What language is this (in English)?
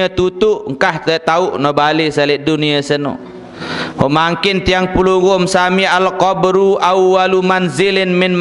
Sasak